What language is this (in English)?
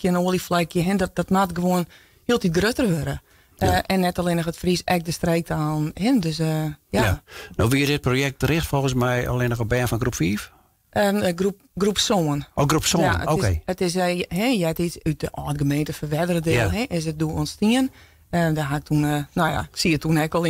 Western Frisian